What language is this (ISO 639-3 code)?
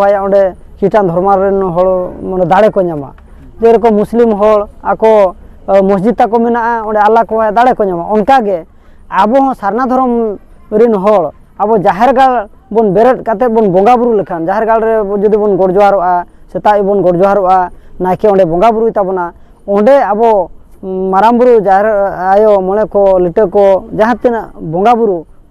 sat